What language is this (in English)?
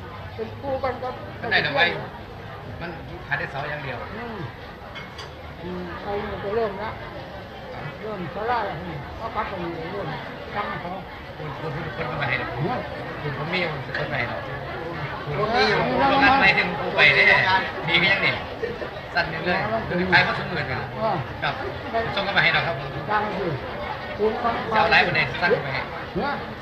Thai